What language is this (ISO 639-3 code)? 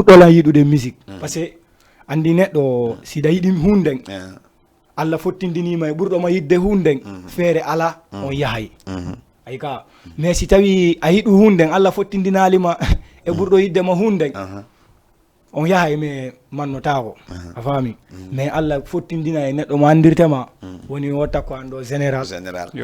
ful